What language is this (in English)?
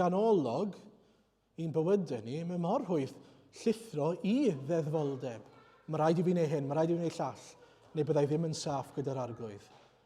Welsh